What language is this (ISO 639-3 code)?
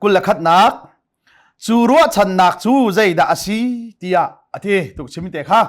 cnh